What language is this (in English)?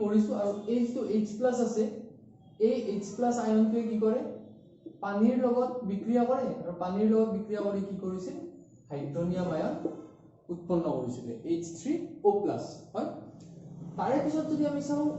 Assamese